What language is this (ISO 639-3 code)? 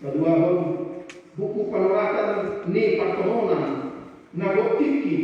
bbc